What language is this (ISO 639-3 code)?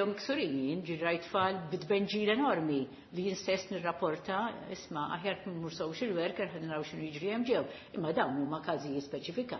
mlt